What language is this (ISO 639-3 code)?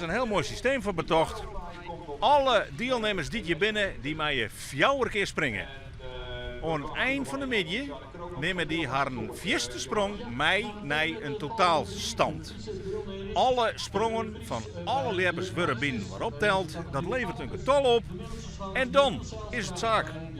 fry